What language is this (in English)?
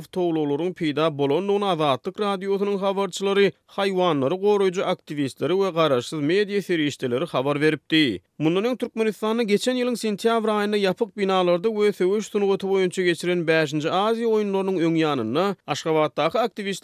Turkmen